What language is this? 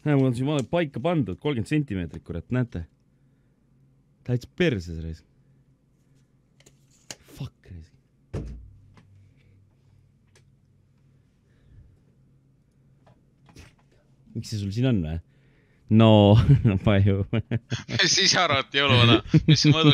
Estonian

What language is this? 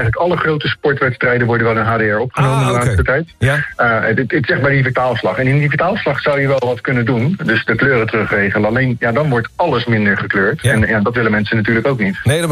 Dutch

